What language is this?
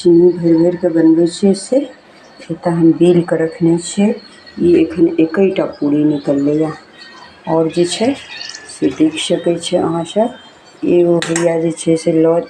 Maithili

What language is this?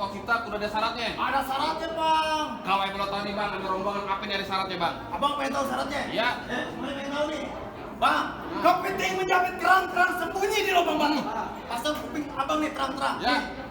Betawi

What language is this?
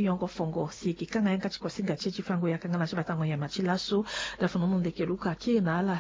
Sango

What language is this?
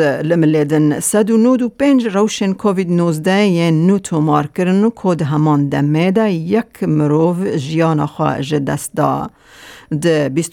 Kurdish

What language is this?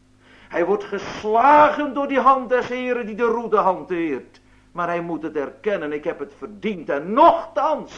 Dutch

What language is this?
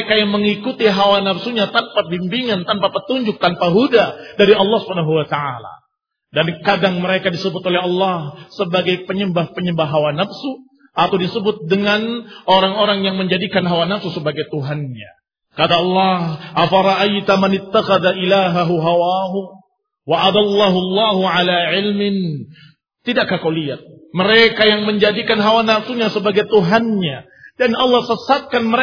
Indonesian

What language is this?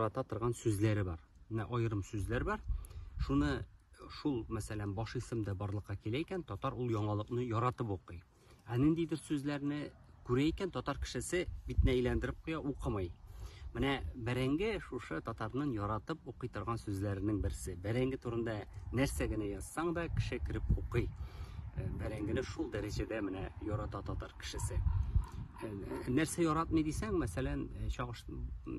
Tatar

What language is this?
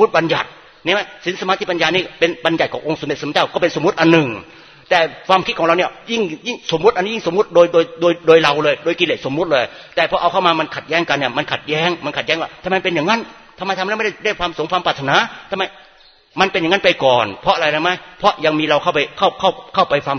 Thai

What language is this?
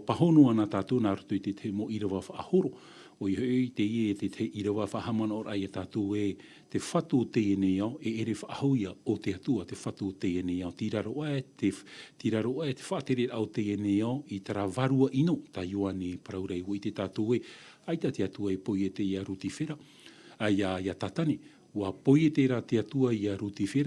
Tahitian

